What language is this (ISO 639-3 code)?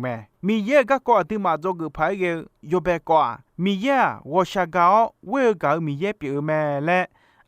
ahk